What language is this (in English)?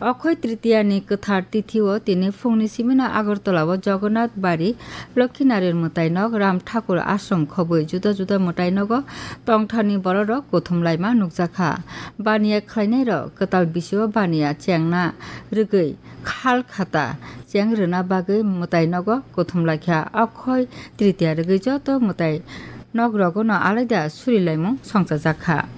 Kok Borok